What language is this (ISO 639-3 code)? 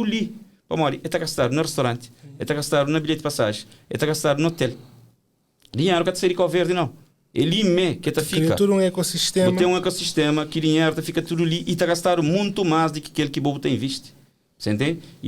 kea